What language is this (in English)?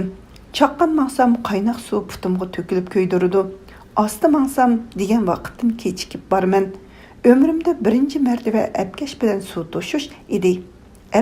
Uyghur